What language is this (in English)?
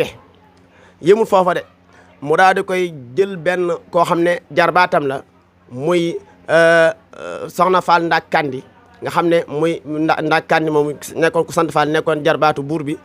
Wolof